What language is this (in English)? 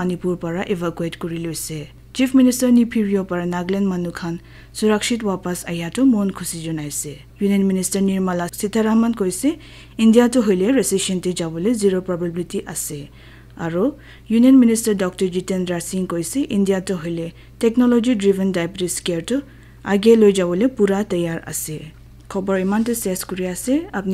Naga Pidgin